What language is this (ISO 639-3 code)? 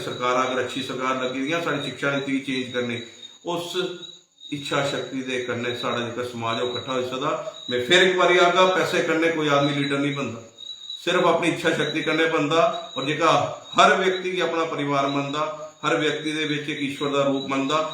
doi